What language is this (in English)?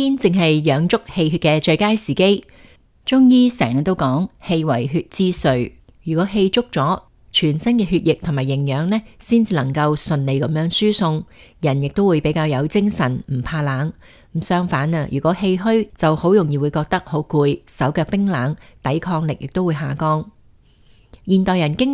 Cantonese